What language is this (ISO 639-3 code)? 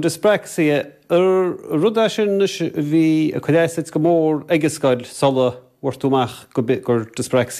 gle